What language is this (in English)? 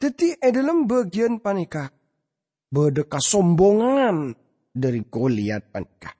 Madurese